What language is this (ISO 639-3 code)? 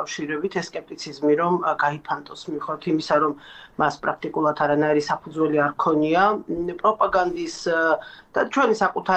kat